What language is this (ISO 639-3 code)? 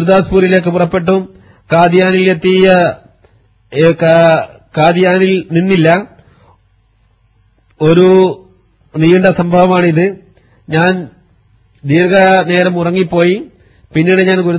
mal